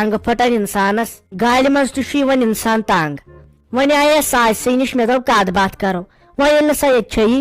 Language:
Kashmiri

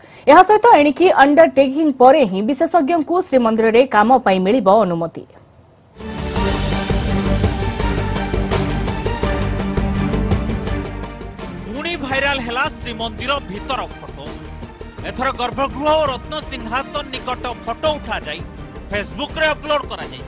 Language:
Odia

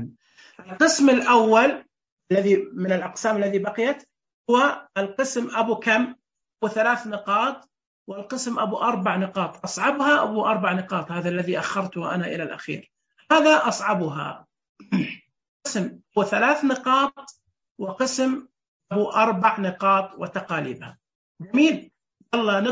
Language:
Najdi Arabic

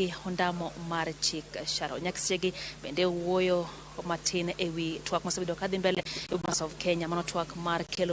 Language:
Luo (Kenya and Tanzania)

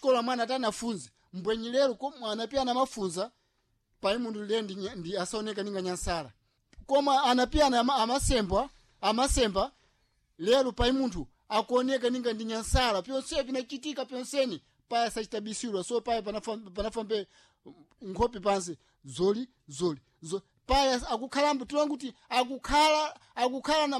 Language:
Sena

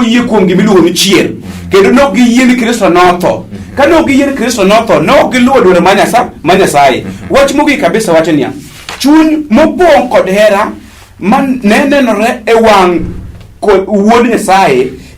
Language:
Luo (Kenya and Tanzania)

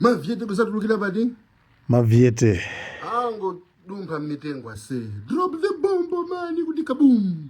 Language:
Nyanja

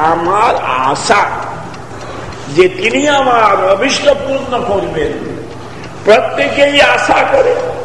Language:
Bangla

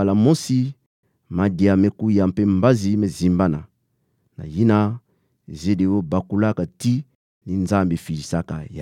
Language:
Kituba (Democratic Republic of Congo)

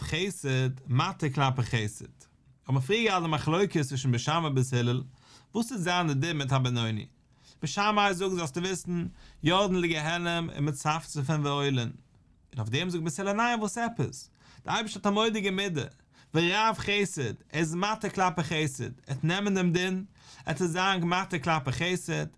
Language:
Yiddish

